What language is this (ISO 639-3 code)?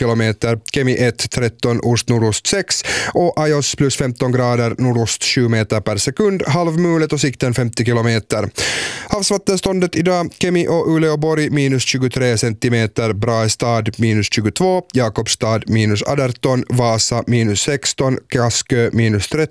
swe